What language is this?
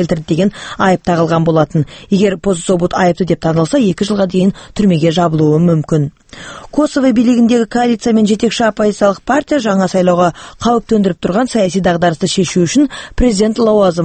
Kazakh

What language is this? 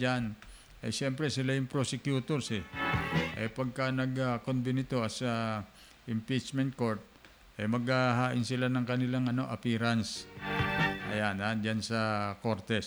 Filipino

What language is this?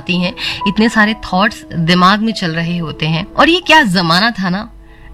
Hindi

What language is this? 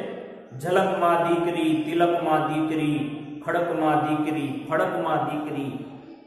Gujarati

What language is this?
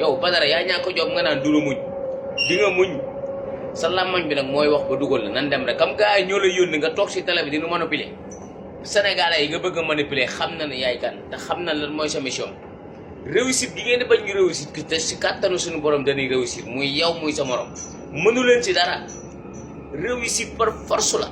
Wolof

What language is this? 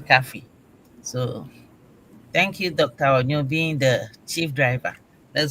Ewe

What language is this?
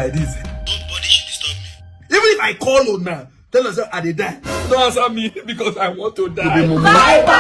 Nigerian Pidgin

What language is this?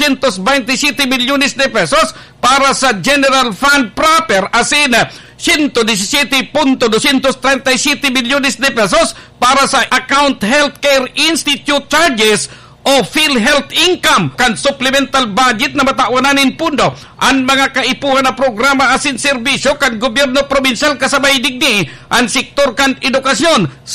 Bikol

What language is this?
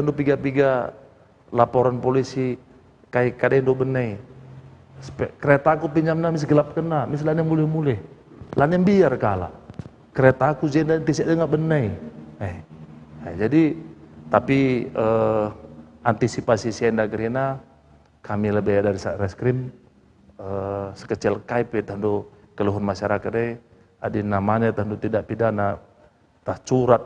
Batak Karo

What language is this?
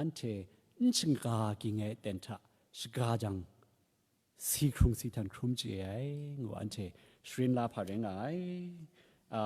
Kachin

